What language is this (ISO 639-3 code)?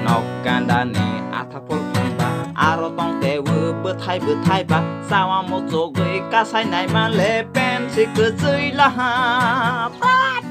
trp